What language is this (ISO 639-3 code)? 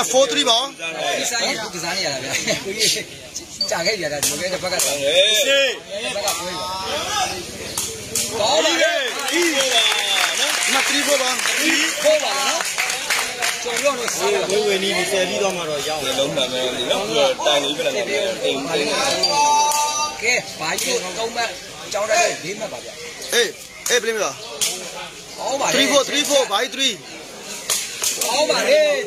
mya